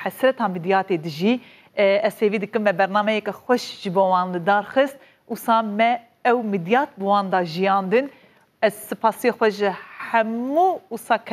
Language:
Kurdish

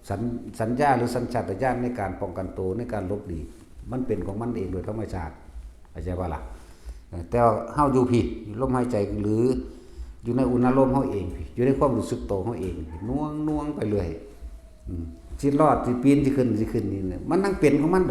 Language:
Northeastern Thai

